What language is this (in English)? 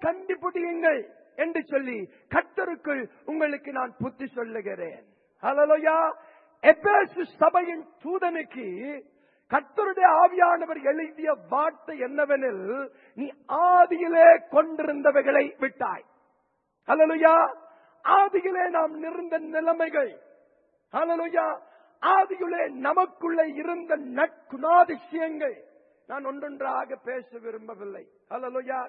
Tamil